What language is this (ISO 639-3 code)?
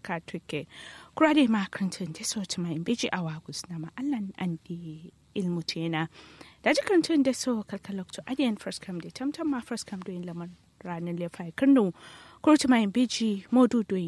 kau